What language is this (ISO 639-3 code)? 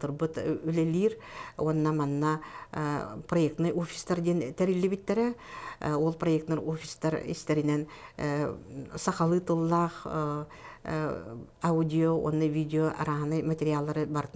sah